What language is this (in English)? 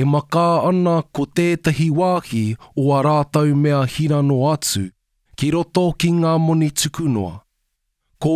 Māori